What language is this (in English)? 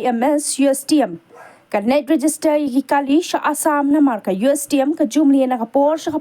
Khasi